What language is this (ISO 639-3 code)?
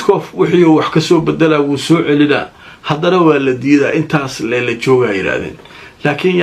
som